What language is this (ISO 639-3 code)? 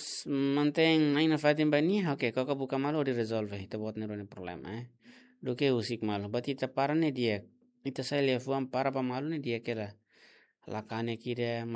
tet